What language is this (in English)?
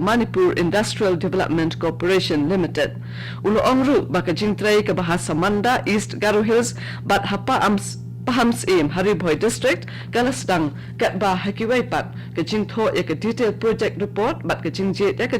Khasi